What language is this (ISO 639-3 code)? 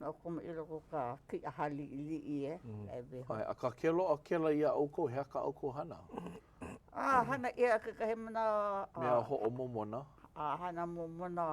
haw